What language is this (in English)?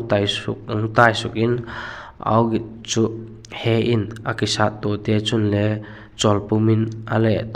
Vaiphei